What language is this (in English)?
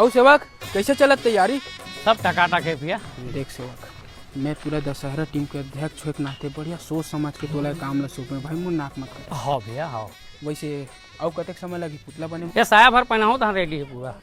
Chhattisgarhi